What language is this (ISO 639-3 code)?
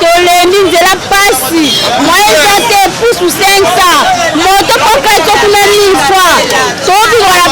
lin